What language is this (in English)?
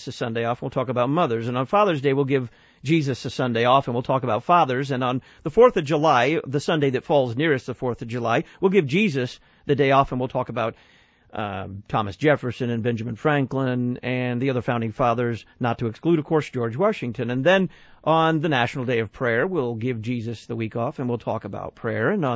English